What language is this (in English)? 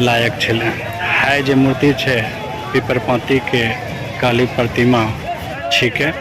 Angika